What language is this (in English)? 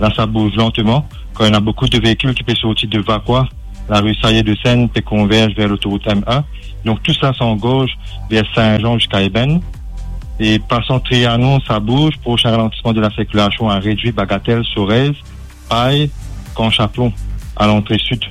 Morisyen